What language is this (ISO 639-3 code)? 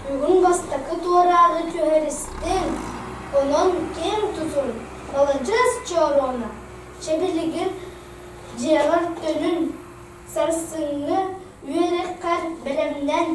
sah